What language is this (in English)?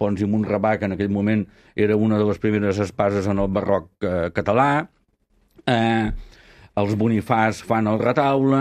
Catalan